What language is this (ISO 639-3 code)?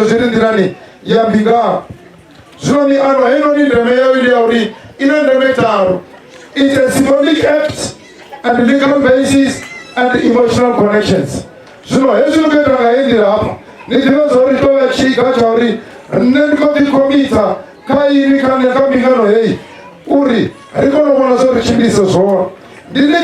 ven